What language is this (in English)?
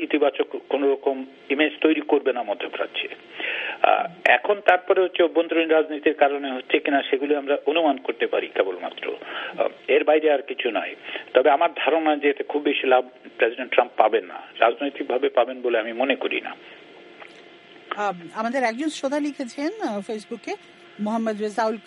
Bangla